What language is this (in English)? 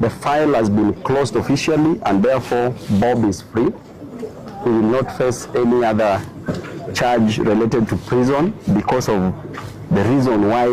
Gusii